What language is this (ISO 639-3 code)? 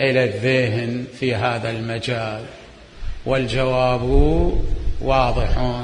acm